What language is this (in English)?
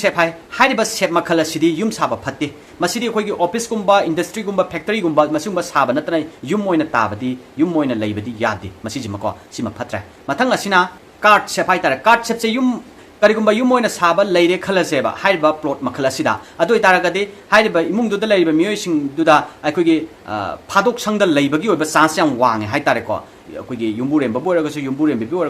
Manipuri